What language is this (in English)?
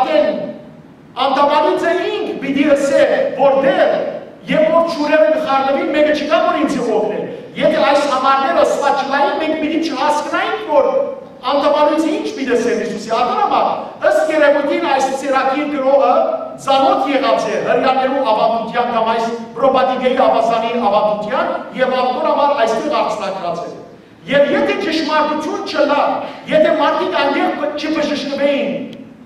Western Armenian